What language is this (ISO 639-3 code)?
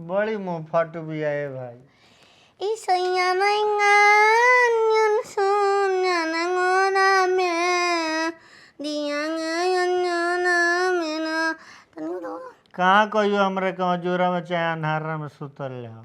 bho